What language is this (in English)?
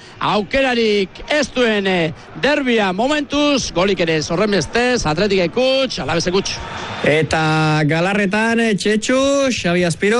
Basque